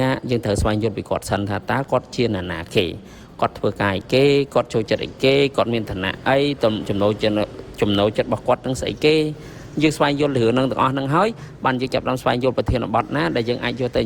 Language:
Khmer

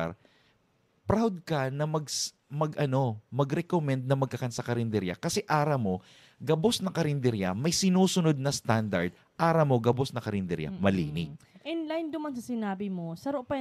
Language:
Bikol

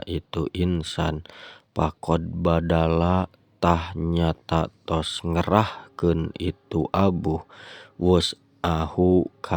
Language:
Sundanese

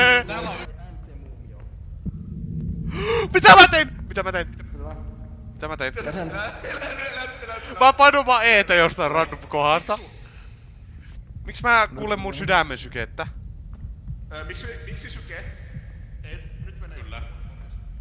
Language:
Finnish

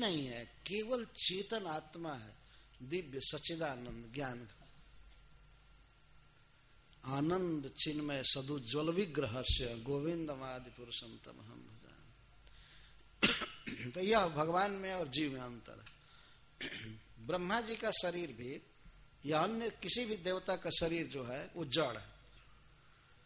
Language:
Hindi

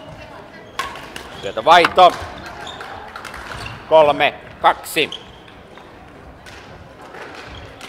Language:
Finnish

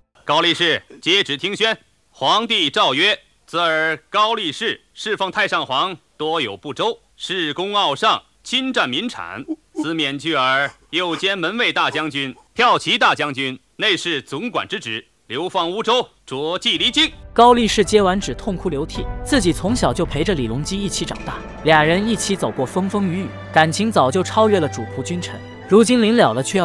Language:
Chinese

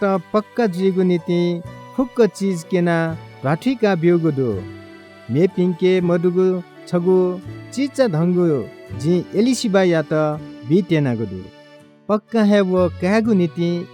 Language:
Newari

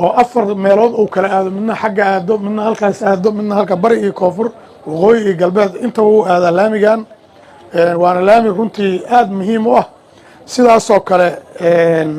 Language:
Somali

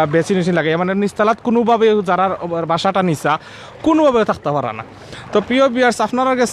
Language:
Sylheti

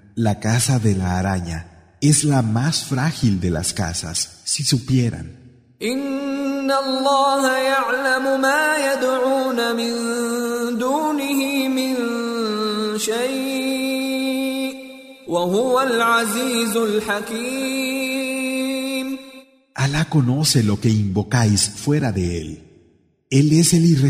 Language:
Spanish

